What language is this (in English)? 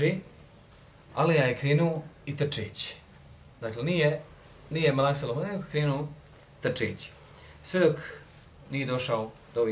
Bosnian